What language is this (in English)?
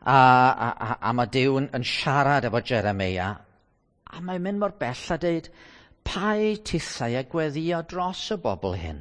Welsh